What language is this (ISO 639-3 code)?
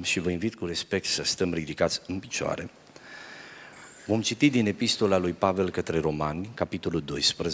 ron